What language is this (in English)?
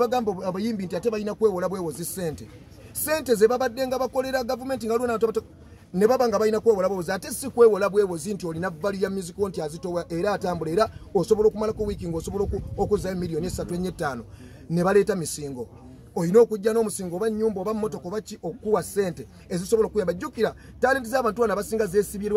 Ganda